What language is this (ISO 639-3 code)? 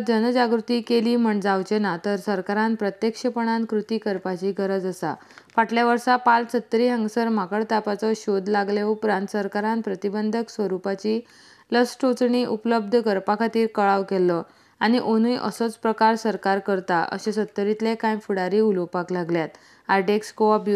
kok